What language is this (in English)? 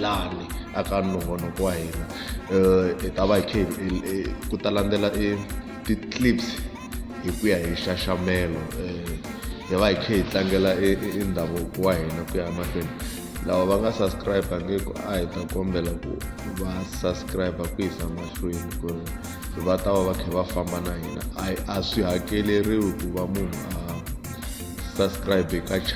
Tsonga